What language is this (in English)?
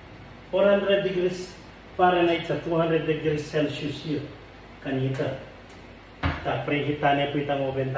Pampanga